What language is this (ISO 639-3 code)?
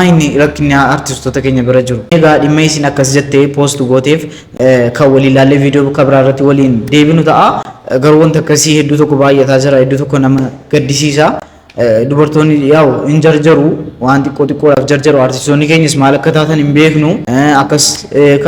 orm